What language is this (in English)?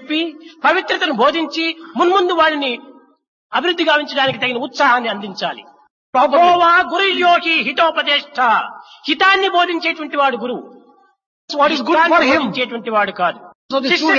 Telugu